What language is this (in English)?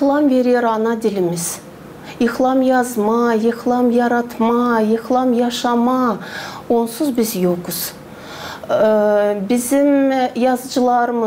Gagauz